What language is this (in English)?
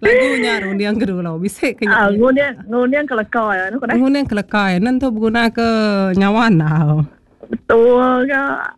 Iban